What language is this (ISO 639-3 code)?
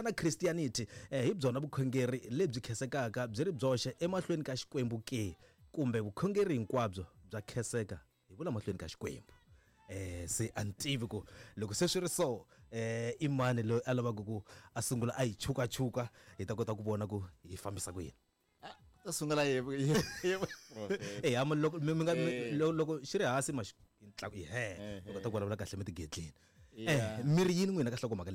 tso